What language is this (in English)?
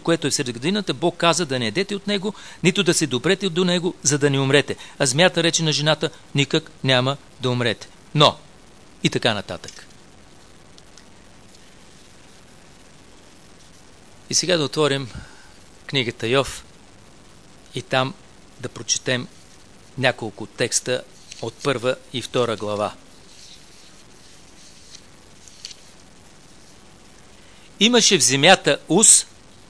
Bulgarian